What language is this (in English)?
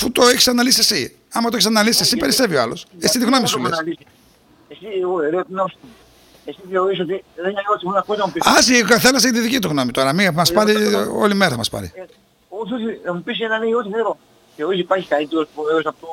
Greek